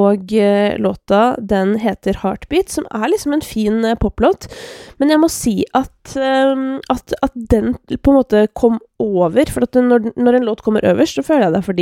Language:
Norwegian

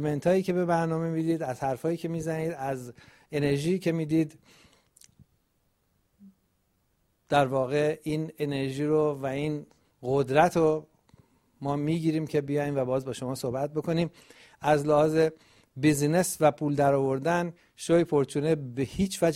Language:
Persian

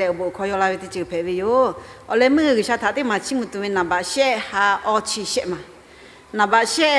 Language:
Lahu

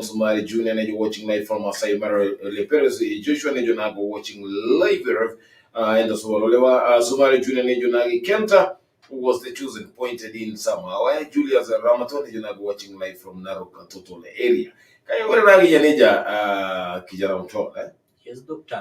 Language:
Masai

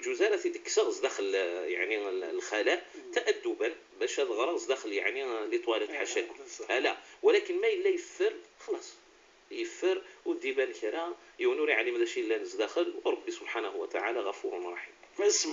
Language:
Moroccan Arabic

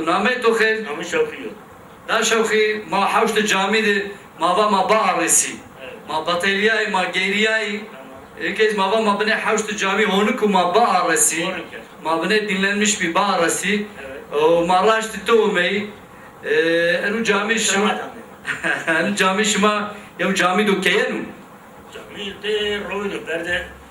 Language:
Zaza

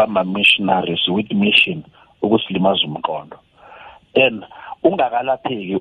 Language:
South Ndebele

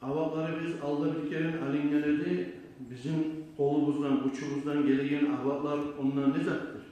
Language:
Kumyk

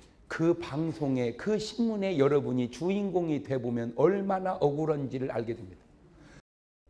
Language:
Korean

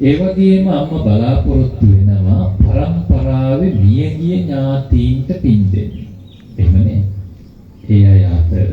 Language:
Sinhala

